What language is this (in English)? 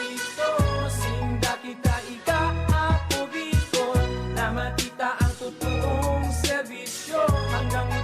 Bikol